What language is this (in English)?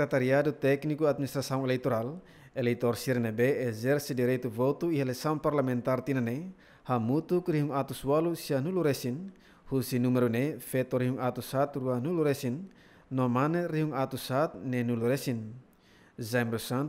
Tetum